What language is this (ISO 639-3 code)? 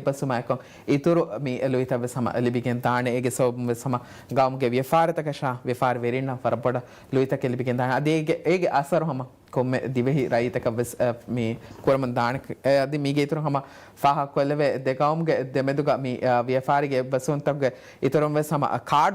div